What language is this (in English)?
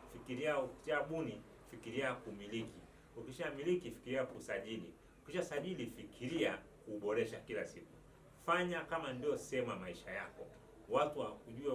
Swahili